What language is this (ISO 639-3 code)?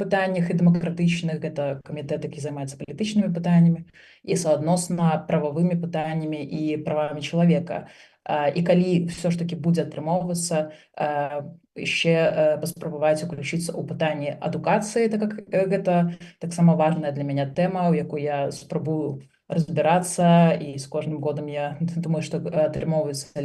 bel